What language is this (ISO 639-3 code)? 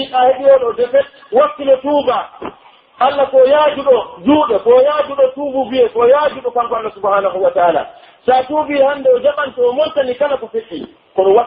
fuf